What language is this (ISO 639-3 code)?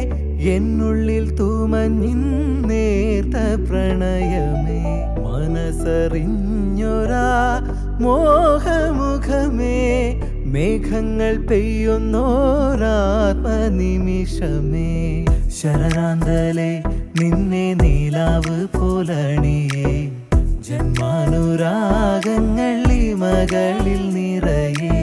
mal